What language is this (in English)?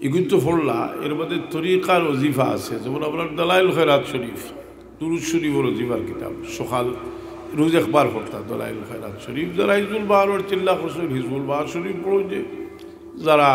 Sylheti